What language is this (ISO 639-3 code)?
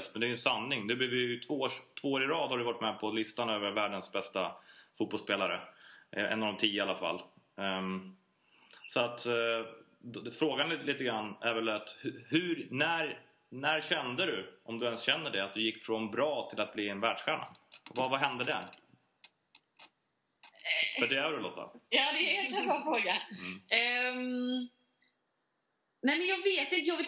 swe